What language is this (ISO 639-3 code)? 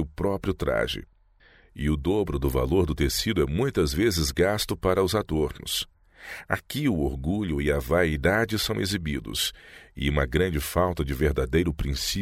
por